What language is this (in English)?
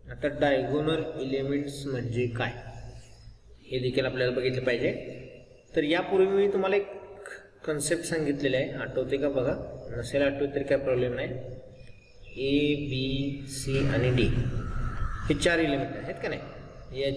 Marathi